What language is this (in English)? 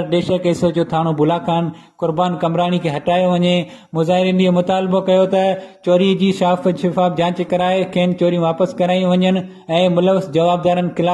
Sindhi